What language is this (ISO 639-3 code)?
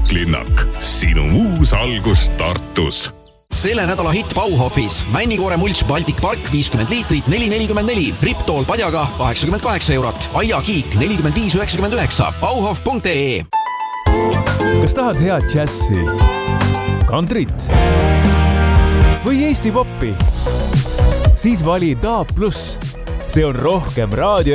est